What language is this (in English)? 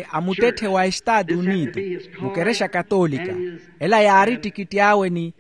Makhuwa